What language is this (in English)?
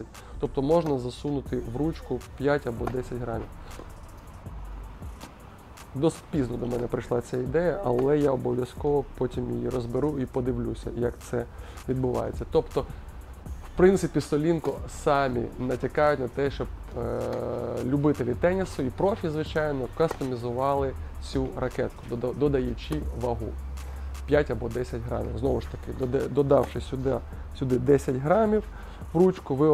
Ukrainian